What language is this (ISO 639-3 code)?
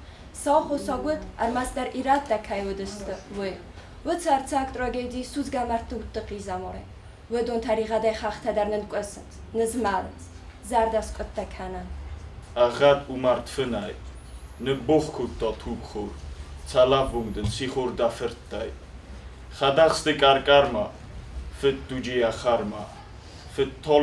oss